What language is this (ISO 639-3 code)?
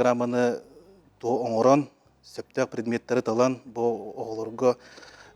sah